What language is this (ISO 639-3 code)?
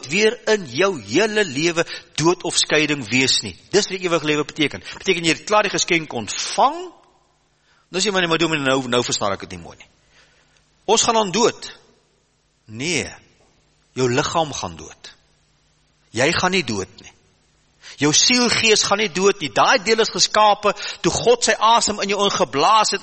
afr